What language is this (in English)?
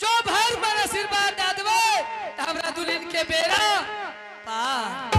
Angika